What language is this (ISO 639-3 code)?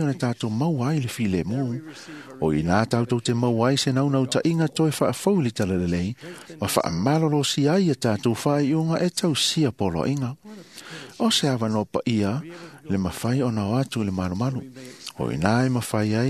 smo